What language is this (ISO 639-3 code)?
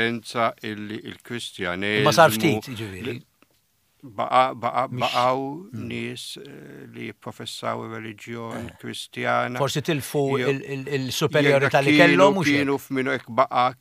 mlt